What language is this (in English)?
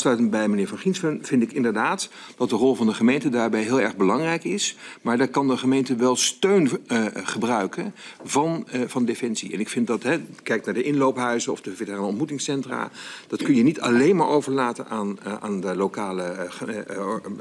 Dutch